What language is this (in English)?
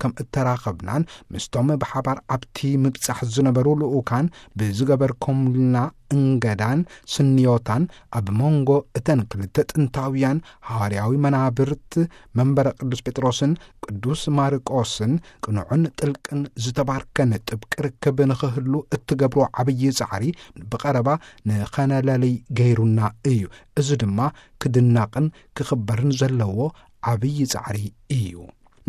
Tigrinya